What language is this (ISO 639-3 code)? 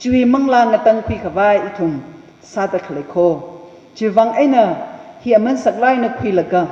nmf